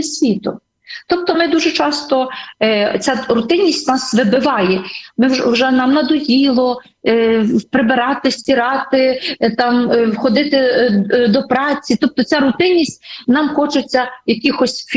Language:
Ukrainian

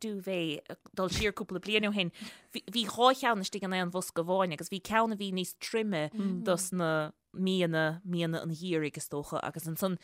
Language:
Irish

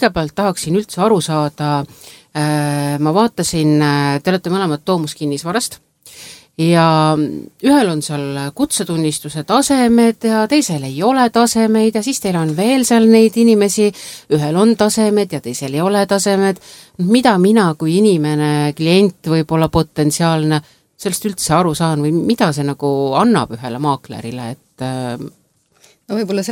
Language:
Estonian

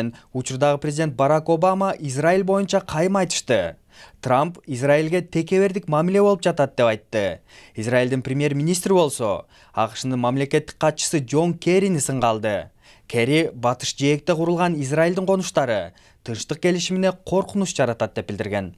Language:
Kyrgyz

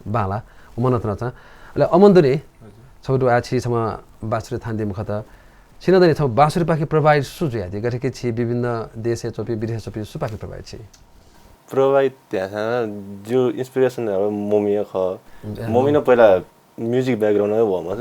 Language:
Newari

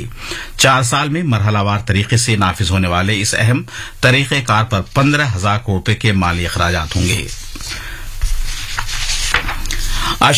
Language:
Urdu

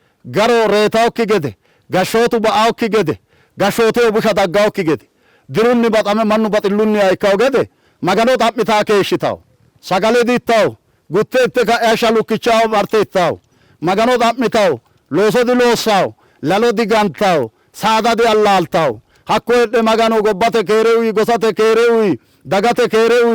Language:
Sidamo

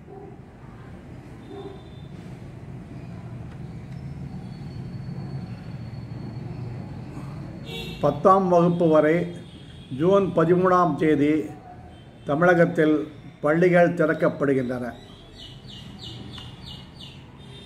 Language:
Tamil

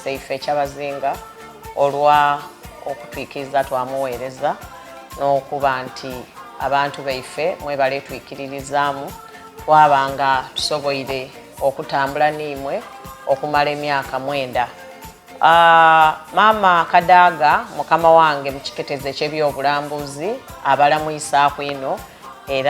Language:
Soga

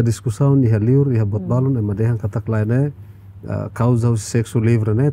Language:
Tetum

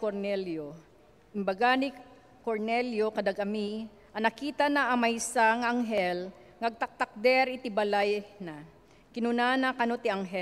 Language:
Iloko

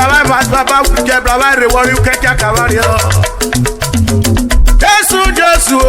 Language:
Urhobo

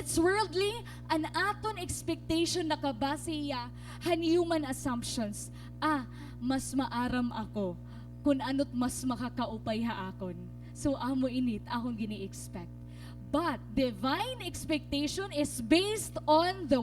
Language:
Waray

